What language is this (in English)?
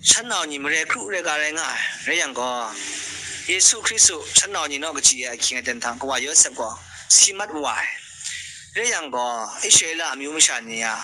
Kachin